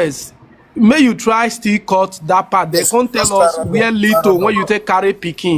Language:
Nigerian Pidgin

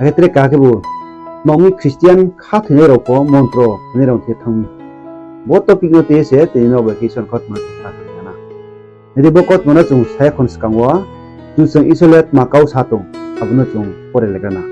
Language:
Riang (India)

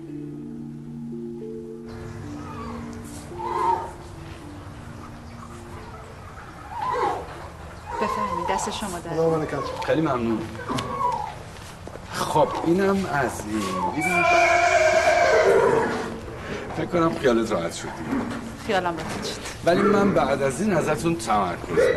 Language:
Persian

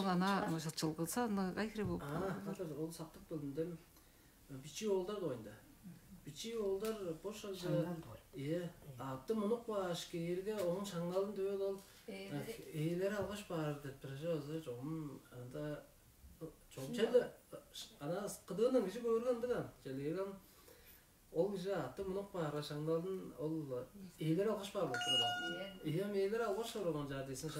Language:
Tuvinian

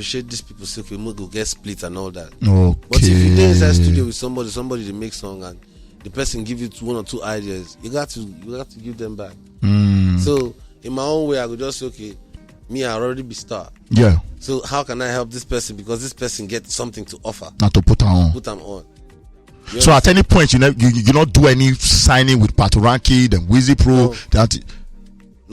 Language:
Nigerian Pidgin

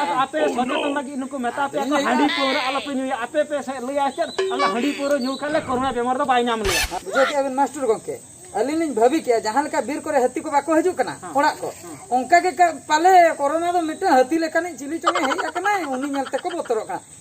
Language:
Santali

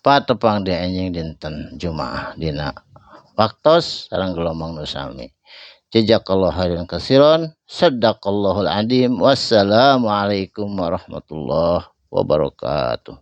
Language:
Sundanese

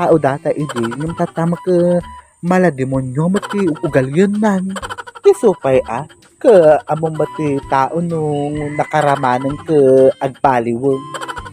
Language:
Iloko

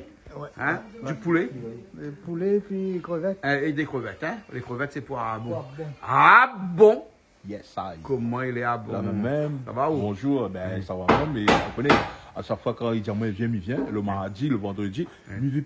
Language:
Réunion Creole French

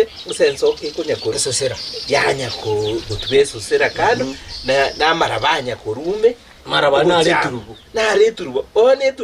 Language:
Gusii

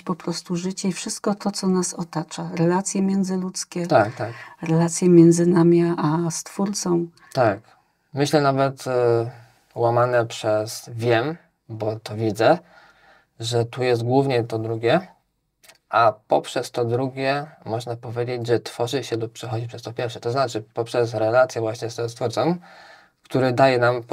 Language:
Polish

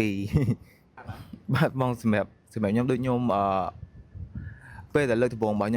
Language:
Khmer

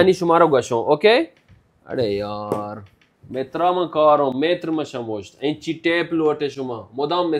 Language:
Baluchi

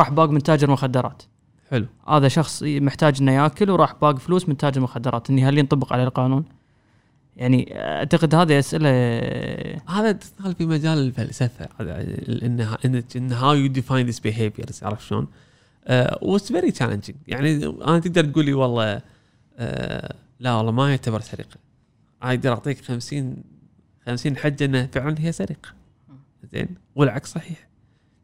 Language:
Gulf Arabic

